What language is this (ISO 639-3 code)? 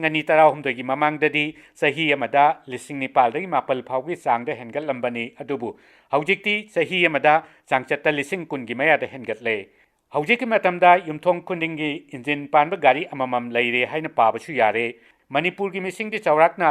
mni